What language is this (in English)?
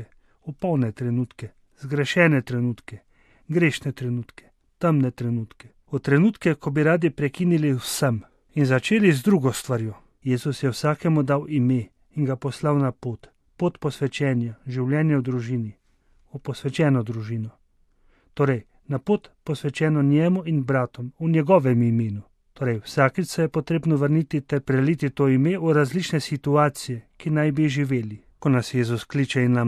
Slovenian